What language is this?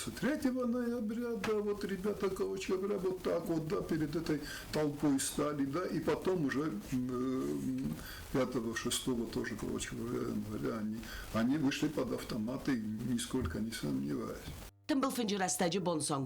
Ossetic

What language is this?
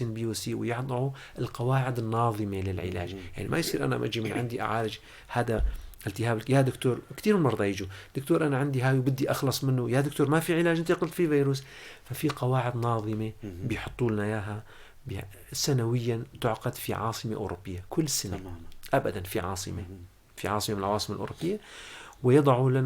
North Levantine Arabic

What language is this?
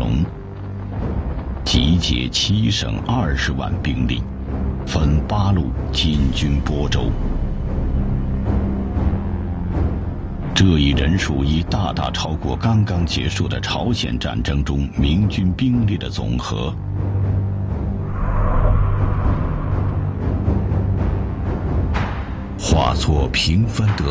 Chinese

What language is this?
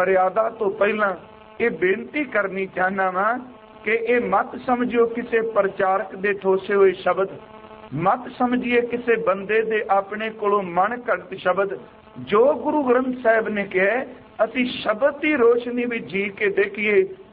Punjabi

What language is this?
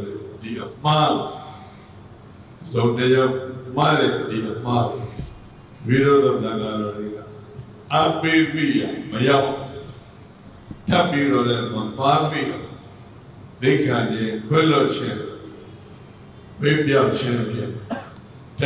Burmese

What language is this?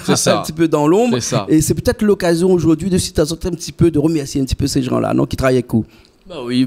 Réunion Creole French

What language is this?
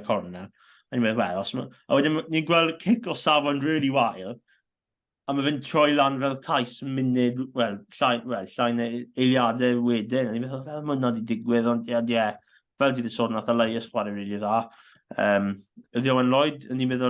Welsh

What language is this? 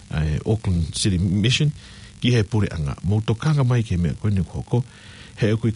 Tongan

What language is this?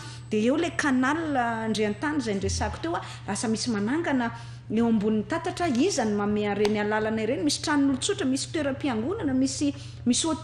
Malagasy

